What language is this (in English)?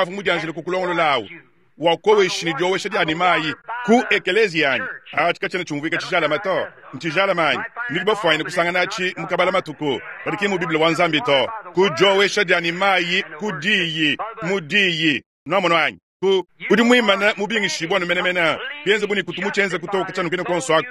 Luba-Lulua